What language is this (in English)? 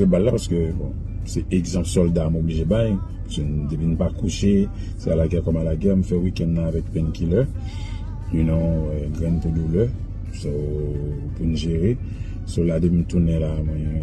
Haitian Creole